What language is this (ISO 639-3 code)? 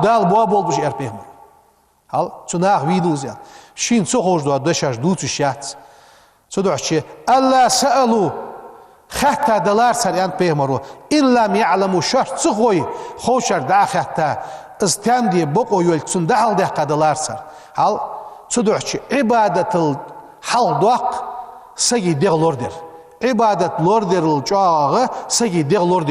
inh